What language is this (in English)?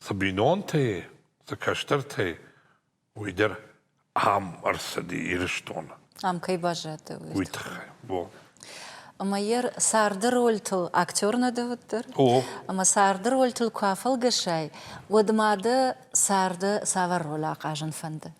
Ossetic